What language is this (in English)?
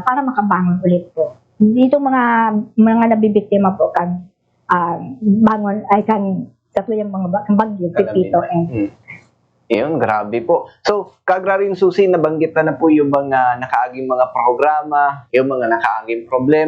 Bikol